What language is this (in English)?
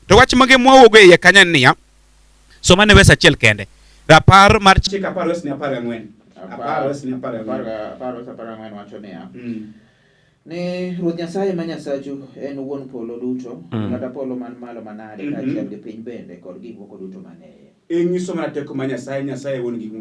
Luo (Kenya and Tanzania)